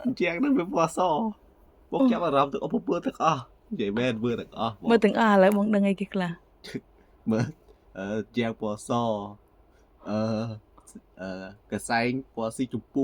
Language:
Khmer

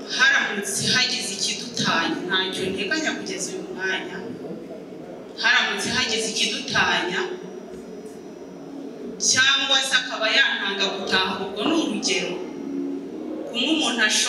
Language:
Kinyarwanda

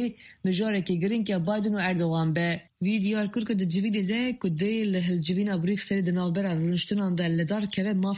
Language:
Kurdish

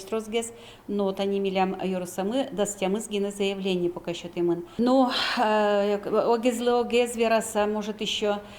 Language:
Udmurt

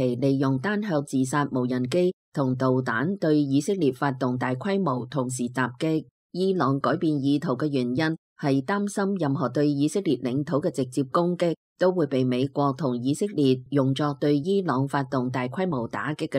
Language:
Cantonese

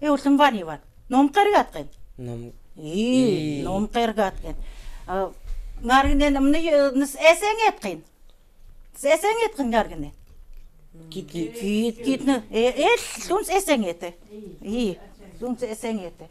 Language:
Chukot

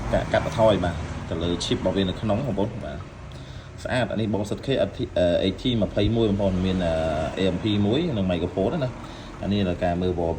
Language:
Khmer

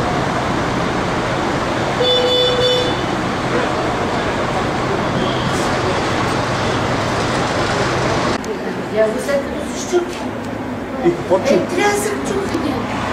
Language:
Bulgarian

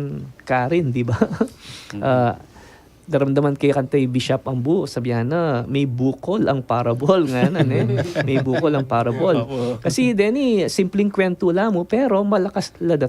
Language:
Pampanga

